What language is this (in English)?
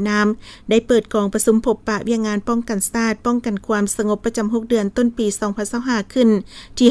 Lao